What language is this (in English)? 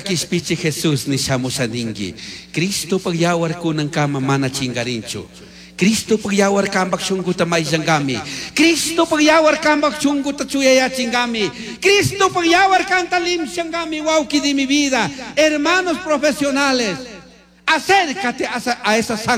Chimborazo Highland Quichua